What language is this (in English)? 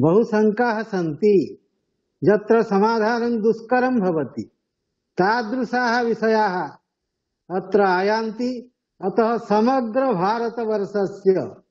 Sanskrit